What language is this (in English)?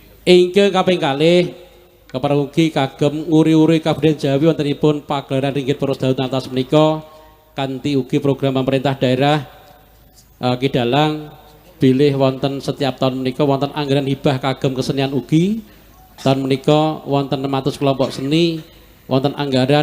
Javanese